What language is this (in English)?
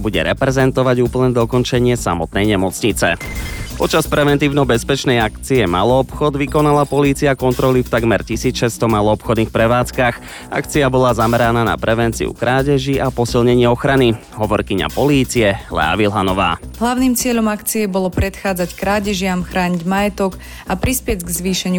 Slovak